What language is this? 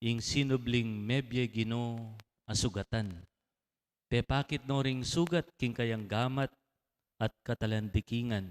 Pampanga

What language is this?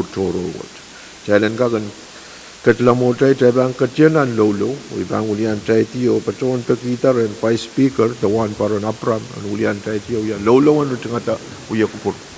Pohnpeian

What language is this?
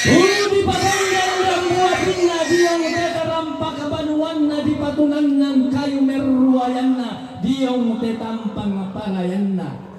Toraja-Sa'dan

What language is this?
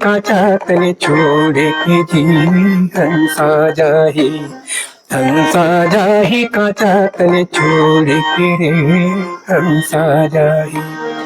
Chhattisgarhi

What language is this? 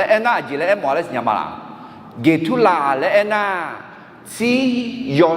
Akha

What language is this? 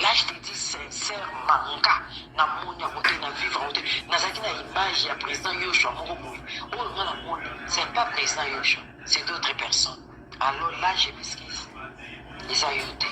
Lingala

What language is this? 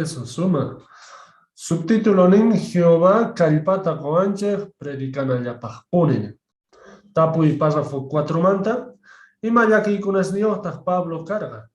Quechua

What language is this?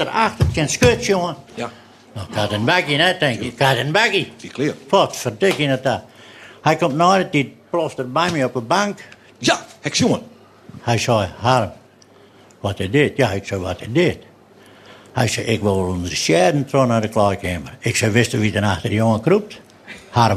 Western Frisian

